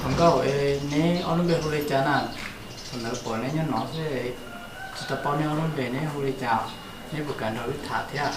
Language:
Hmong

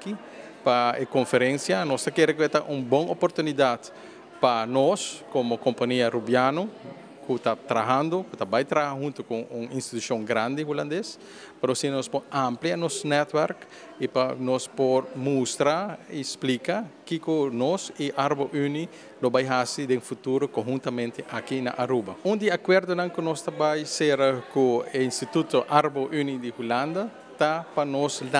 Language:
Papiamento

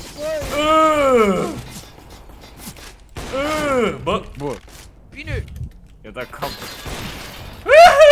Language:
Romanian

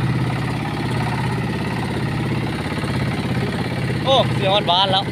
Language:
Lao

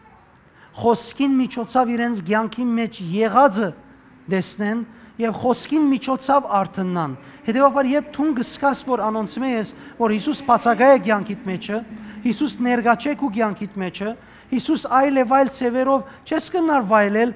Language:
Western Armenian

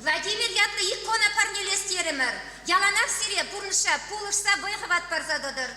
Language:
Chuvash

